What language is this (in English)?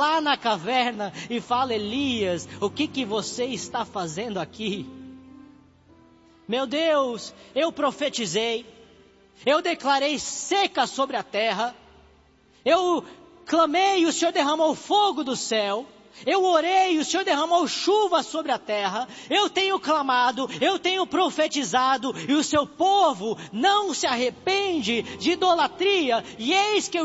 Portuguese